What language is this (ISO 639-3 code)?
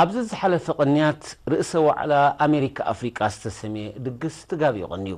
tir